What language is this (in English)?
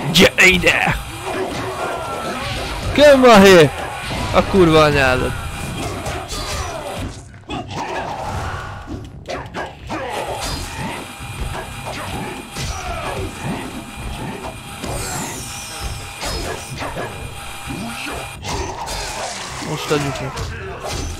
Hungarian